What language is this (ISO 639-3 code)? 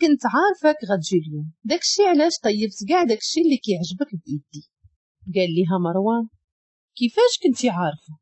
ary